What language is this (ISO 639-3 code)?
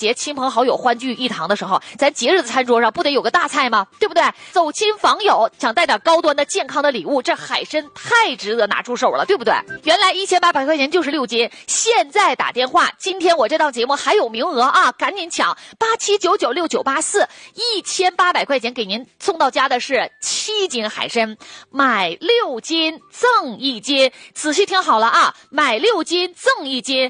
zho